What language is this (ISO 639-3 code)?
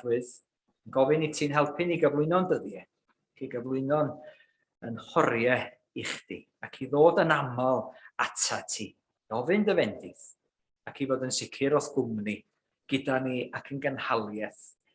cym